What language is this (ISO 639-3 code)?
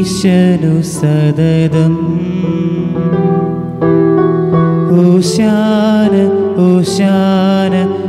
mal